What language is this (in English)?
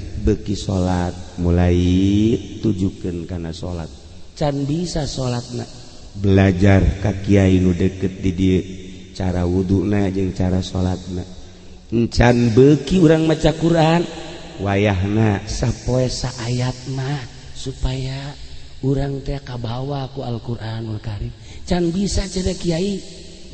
Sundanese